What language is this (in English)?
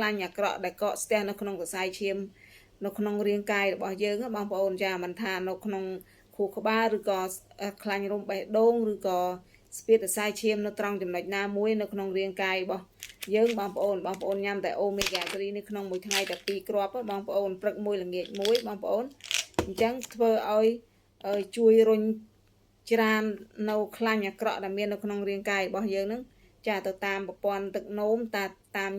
Khmer